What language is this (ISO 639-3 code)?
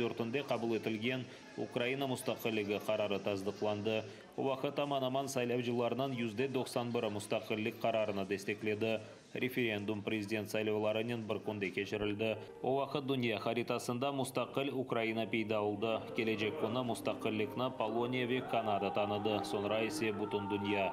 crh